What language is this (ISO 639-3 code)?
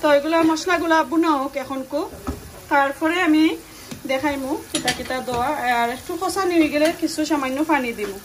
syl